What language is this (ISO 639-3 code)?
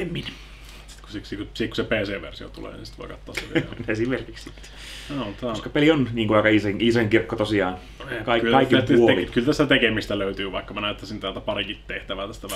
fin